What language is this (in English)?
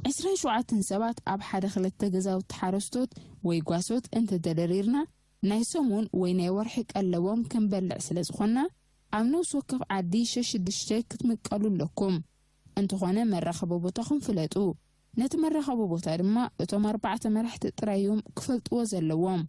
Tigrinya